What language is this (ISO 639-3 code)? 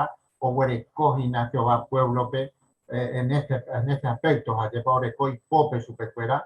grn